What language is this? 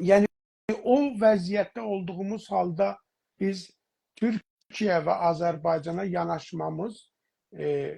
South Azerbaijani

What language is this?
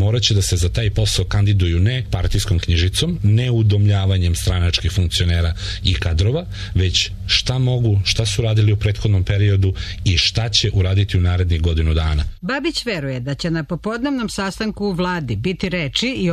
Serbian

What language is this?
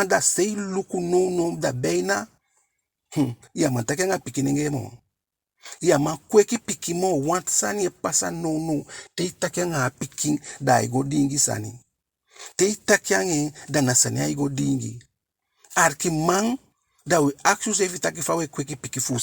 Eastern Maroon Creole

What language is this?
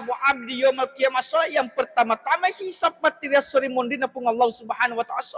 Buginese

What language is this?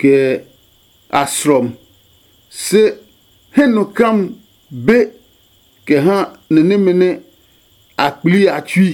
Adangme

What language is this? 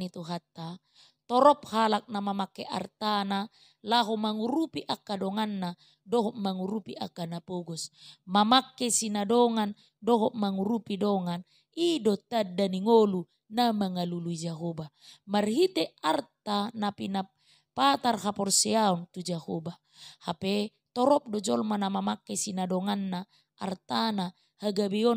Batak Toba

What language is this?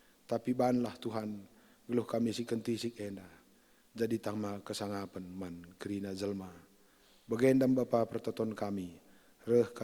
Batak Karo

